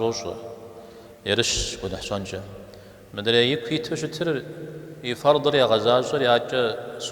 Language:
Kabardian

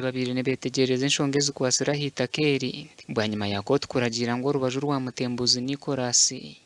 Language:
Nyankole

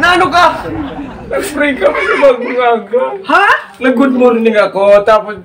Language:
Bikol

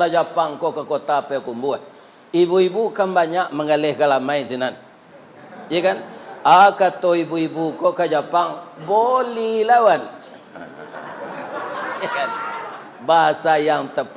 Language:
Minangkabau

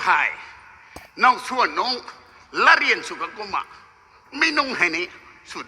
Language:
Rongmei Naga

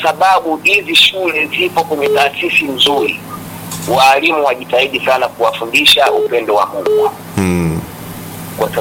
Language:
Swahili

